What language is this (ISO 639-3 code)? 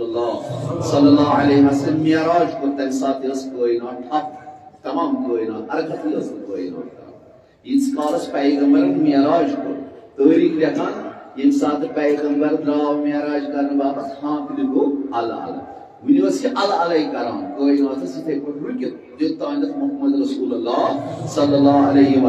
kas